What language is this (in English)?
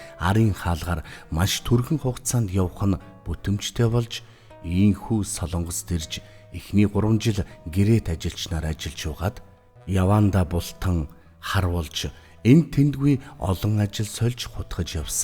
Mongolian